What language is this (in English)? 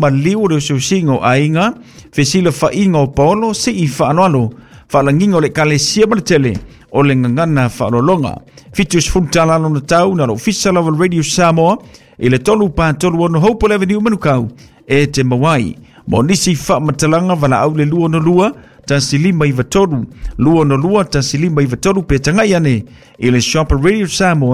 Samoan